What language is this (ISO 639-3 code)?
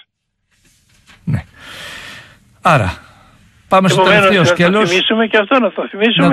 ell